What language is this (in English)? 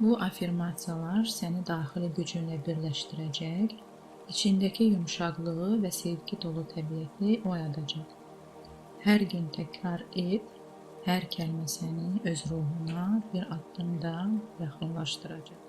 Azerbaijani